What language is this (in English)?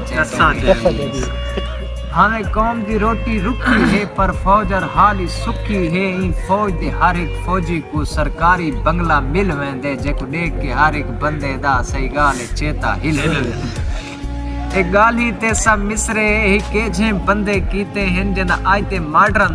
Saraiki